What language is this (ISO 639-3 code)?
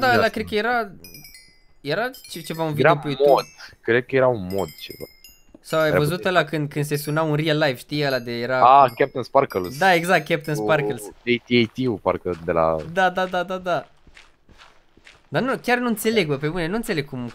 ron